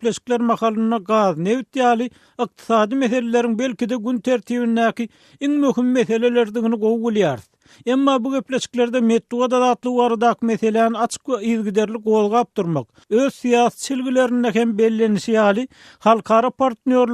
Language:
Turkmen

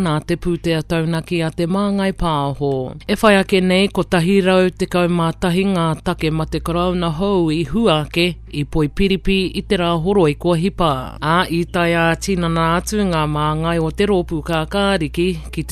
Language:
Māori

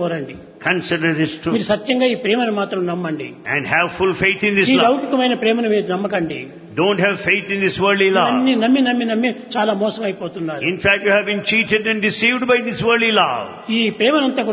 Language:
Telugu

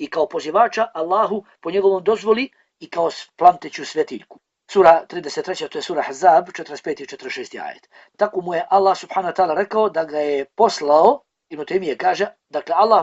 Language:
Bosnian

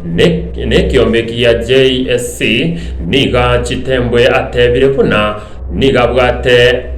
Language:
Gusii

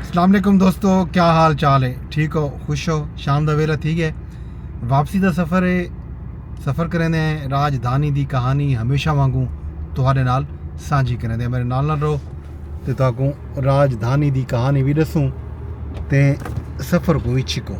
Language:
Saraiki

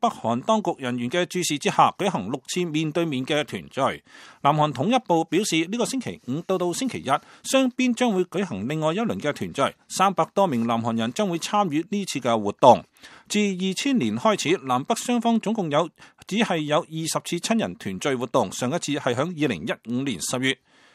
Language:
Cantonese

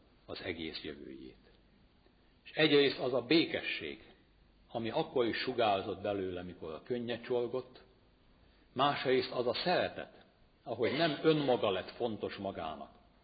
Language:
Hungarian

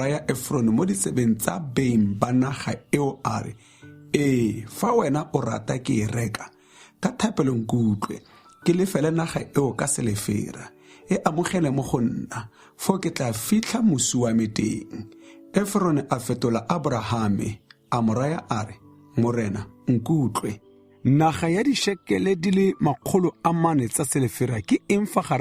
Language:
Tswana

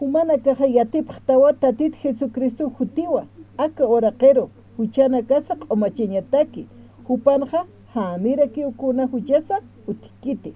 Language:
Aymara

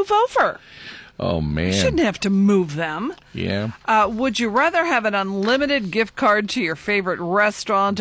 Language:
English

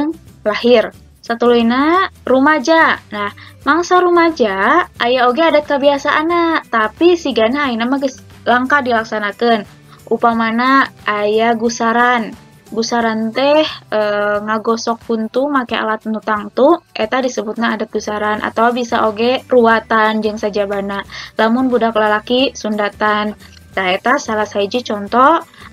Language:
Sundanese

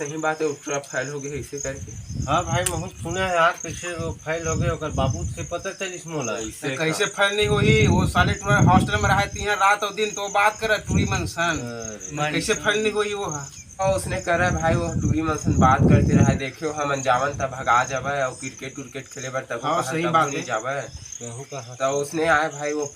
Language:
Chhattisgarhi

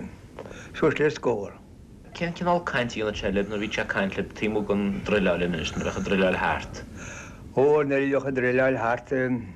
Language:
Irish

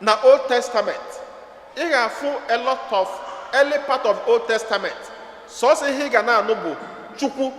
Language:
Igbo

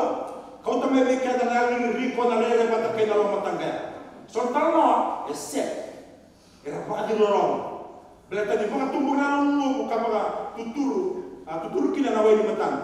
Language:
Fijian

